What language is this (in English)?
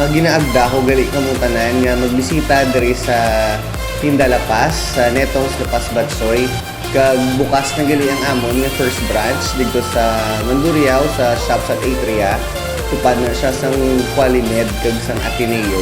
Hiligaynon